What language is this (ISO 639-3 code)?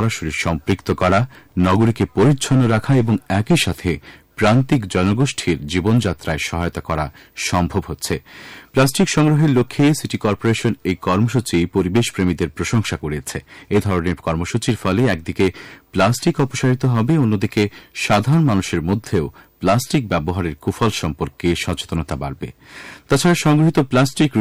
ben